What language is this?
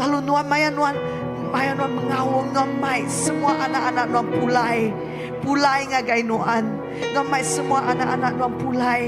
Iban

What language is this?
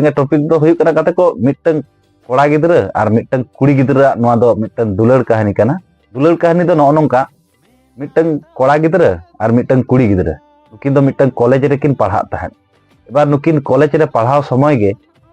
Santali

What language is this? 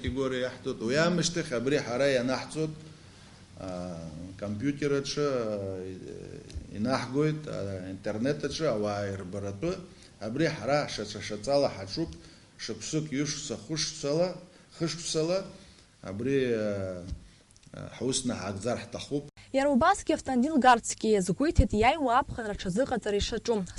Abkhazian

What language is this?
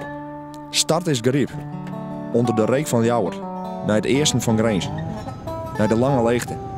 Western Frisian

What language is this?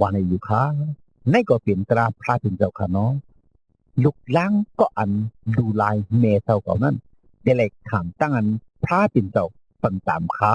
Shan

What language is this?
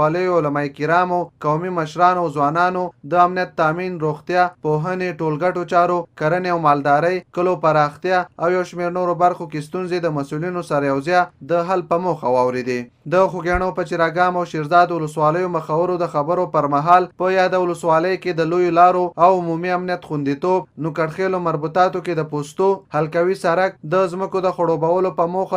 Pashto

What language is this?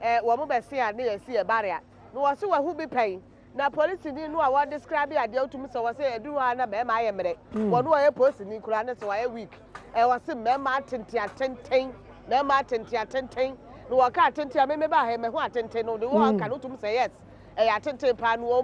Akan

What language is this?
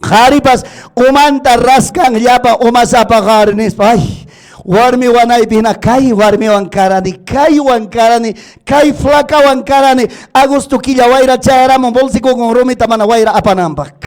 Ayacucho Quechua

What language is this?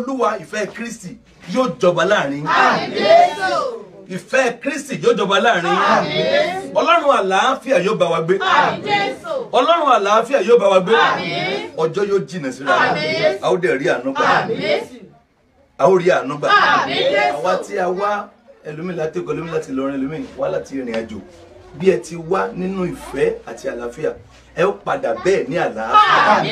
Yoruba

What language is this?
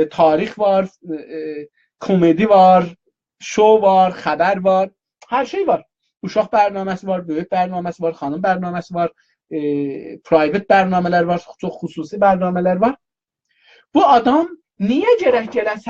South Azerbaijani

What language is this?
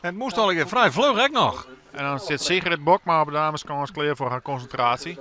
Western Frisian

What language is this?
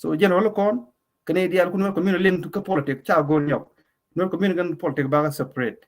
Nuer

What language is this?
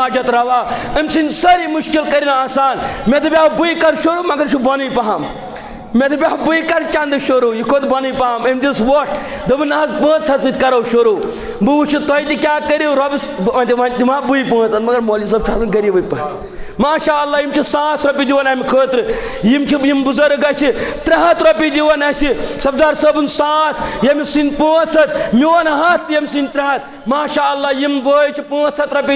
Kashmiri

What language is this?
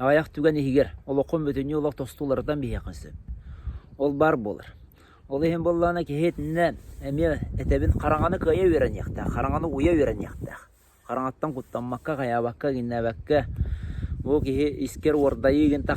Yakut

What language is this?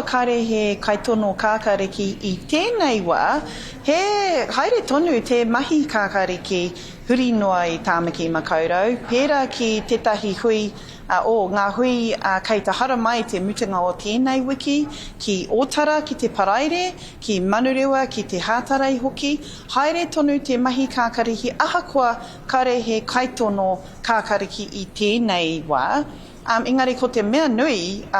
Māori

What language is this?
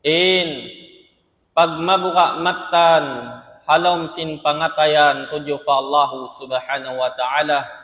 Tausug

